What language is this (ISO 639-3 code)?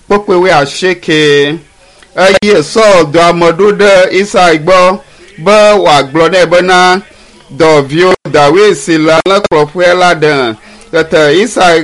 ewe